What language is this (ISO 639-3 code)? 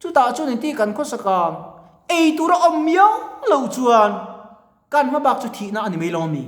lus